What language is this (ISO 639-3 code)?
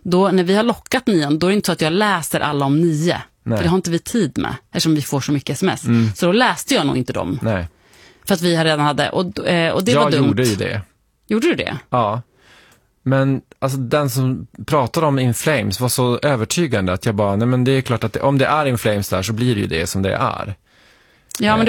swe